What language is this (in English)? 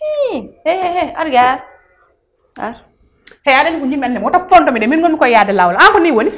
Fula